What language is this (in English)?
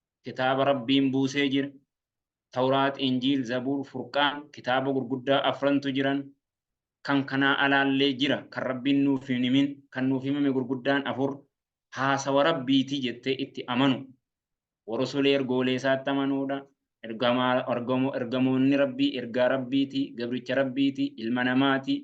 Oromo